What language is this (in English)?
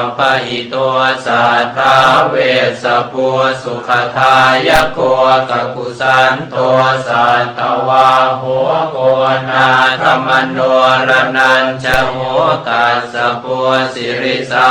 Pali